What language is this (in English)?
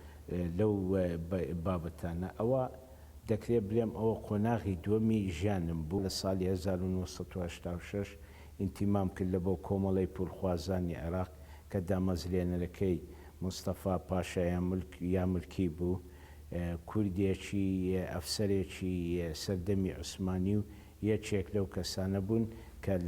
Central Kurdish